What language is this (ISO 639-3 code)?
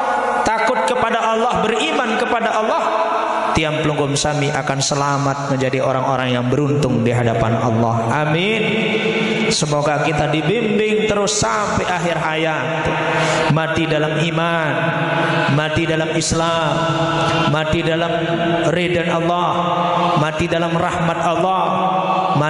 sas